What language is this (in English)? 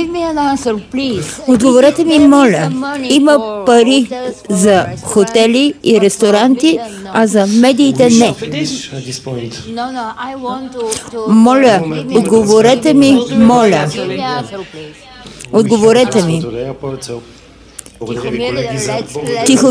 Bulgarian